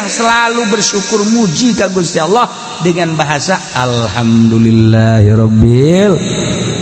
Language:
Sundanese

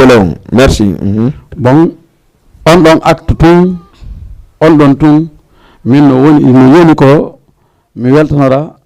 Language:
Fula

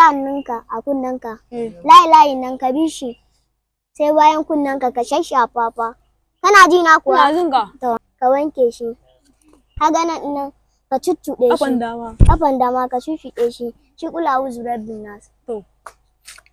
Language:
Hausa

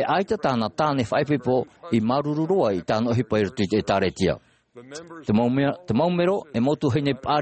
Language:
Tahitian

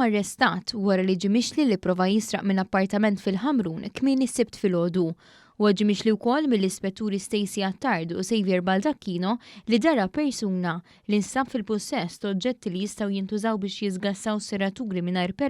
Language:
Maltese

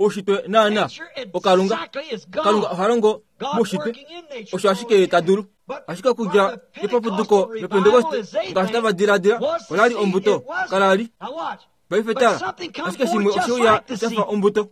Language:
Kuanyama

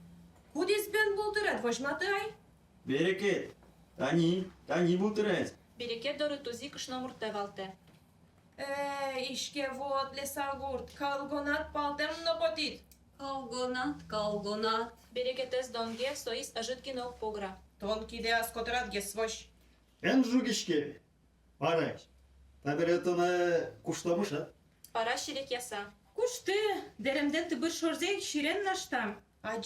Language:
Udmurt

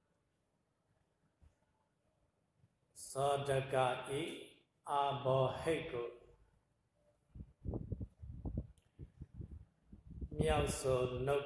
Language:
Burmese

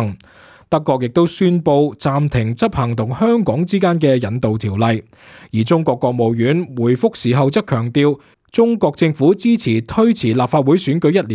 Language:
Cantonese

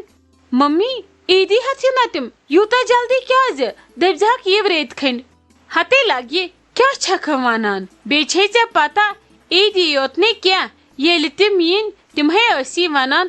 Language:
Kashmiri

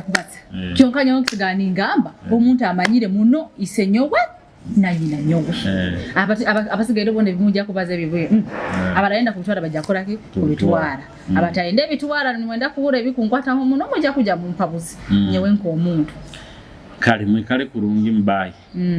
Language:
Nyoro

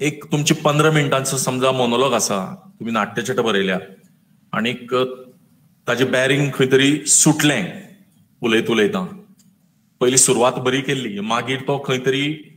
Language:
Konkani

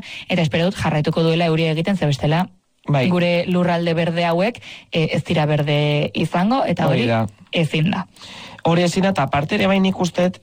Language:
Basque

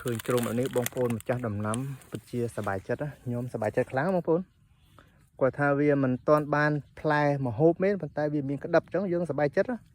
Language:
Khmer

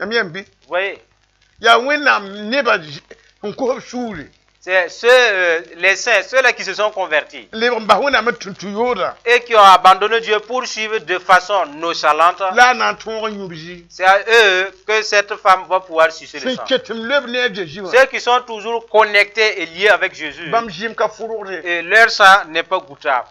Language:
Mossi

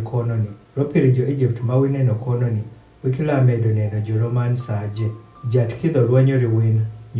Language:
Adhola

